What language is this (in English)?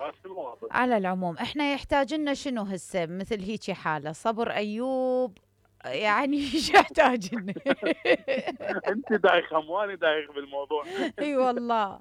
Mesopotamian Arabic